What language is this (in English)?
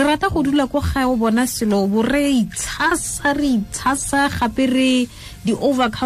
Tswana